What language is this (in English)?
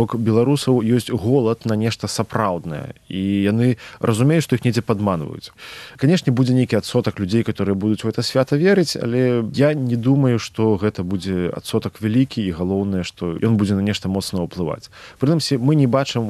Belarusian